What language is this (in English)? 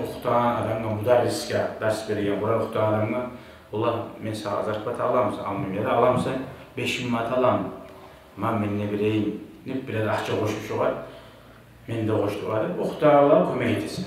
Kumyk